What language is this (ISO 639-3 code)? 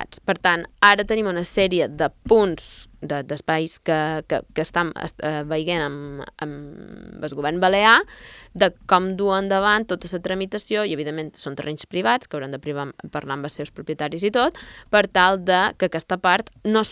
cat